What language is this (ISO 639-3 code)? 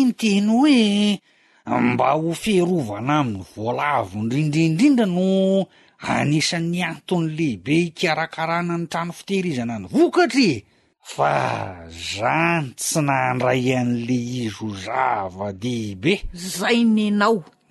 mlg